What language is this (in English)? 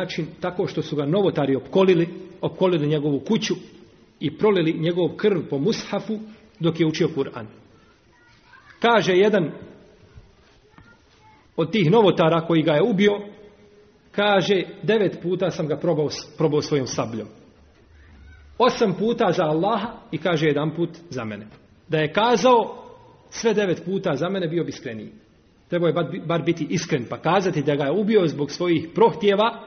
Bosnian